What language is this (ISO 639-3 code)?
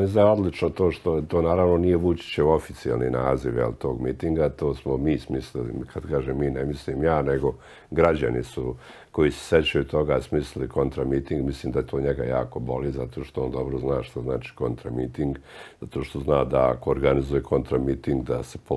srp